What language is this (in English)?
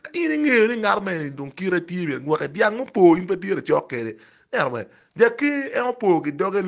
Acoli